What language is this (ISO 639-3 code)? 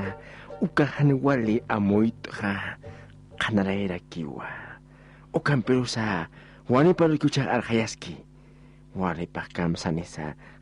aym